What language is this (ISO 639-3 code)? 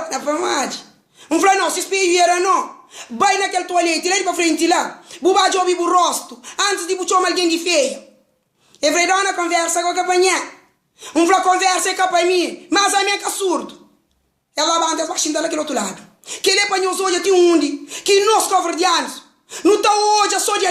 kea